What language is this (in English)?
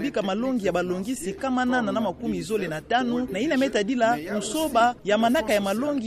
Kituba (Democratic Republic of Congo)